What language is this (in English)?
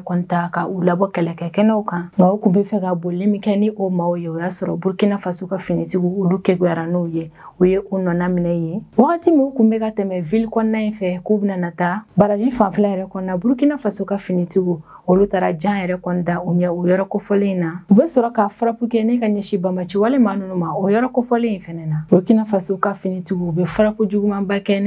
Bambara